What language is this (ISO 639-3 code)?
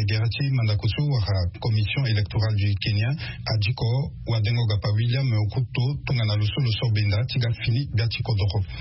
sag